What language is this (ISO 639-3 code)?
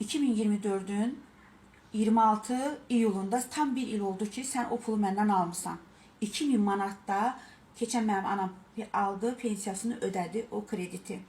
aze